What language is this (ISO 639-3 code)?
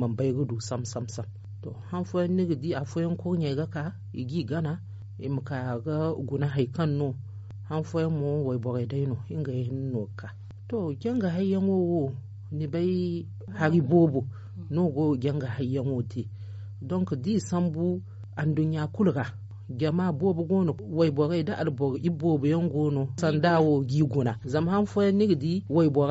dje